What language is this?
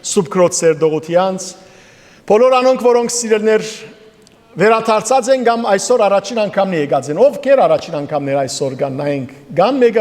Western Armenian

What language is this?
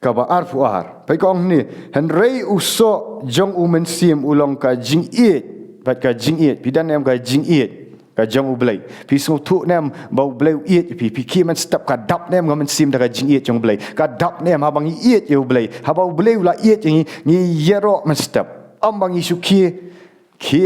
Khasi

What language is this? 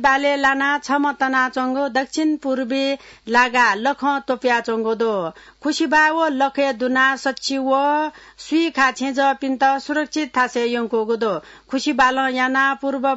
Newari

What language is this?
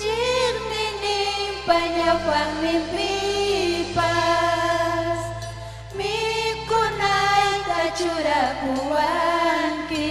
Ayacucho Quechua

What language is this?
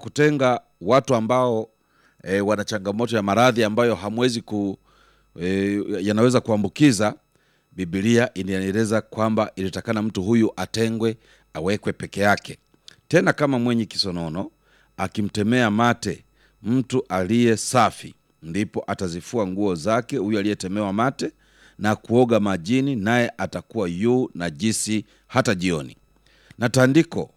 Swahili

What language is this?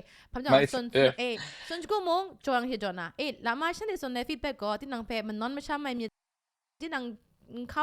Kachin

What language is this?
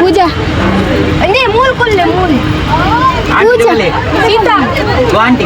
Tulu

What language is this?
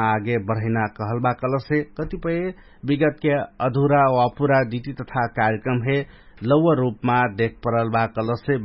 Dangaura Tharu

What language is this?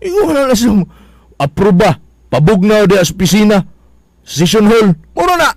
Cebuano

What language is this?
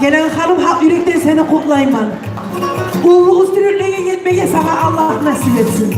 Kumyk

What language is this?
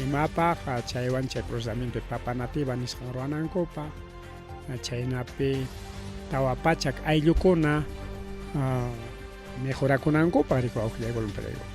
Ayacucho Quechua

